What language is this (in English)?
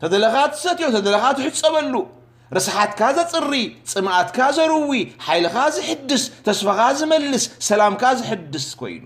Tigrinya